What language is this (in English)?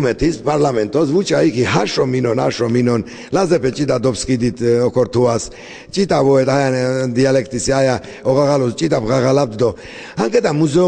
Laz